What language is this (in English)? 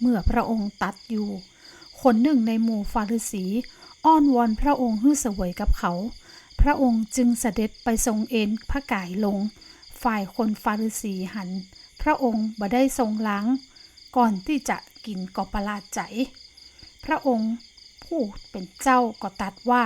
Northern Thai